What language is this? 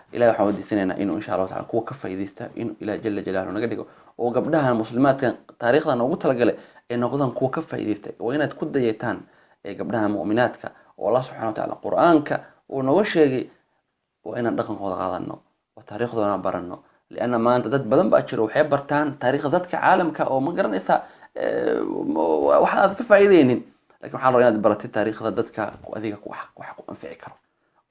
Somali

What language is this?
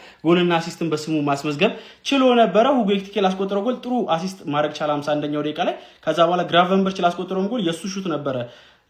Amharic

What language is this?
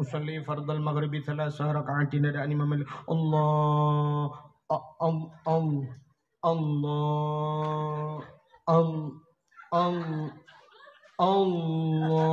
Achinese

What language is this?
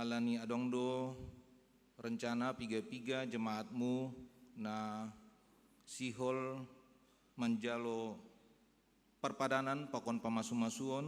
Batak Simalungun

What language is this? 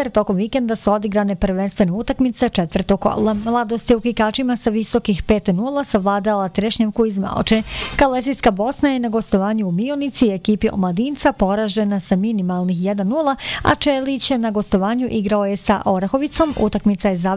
Bosnian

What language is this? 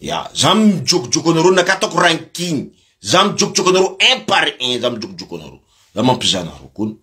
Malagasy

